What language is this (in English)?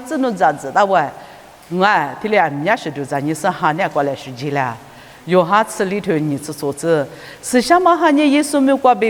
Lisu